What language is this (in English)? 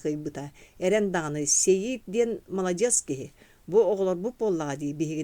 Yakut